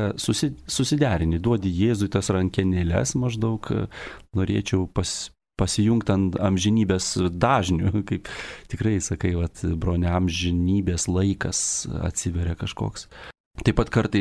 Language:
Lithuanian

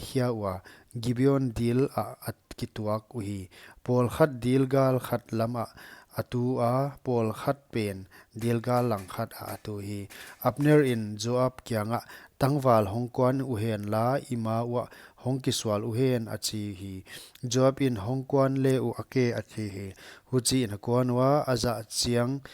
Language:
Paite Chin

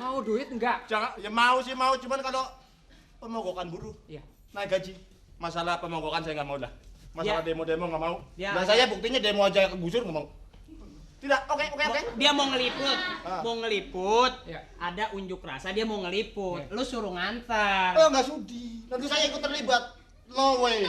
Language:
Betawi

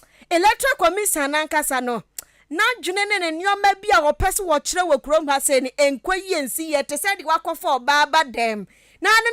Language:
Akan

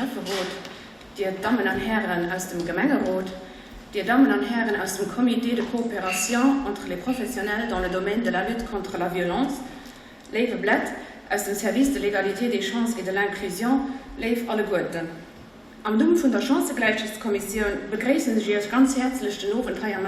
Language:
Luxembourgish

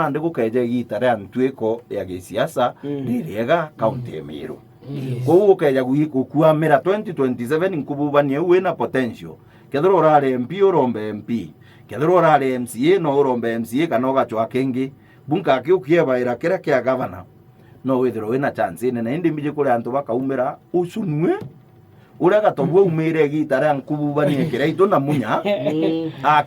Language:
Meru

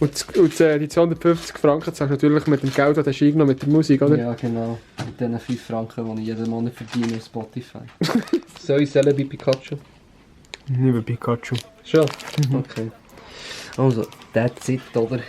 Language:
Swiss German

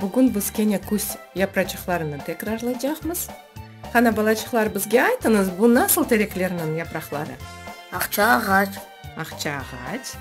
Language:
Crimean Tatar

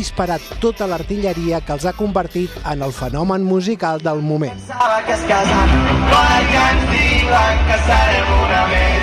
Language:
Catalan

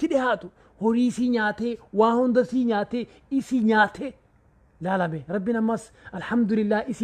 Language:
Oromo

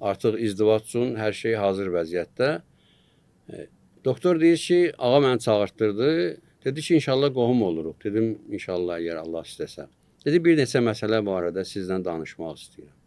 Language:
Azerbaijani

